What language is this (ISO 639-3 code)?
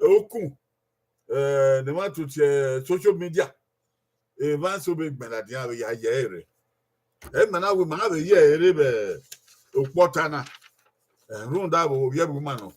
bin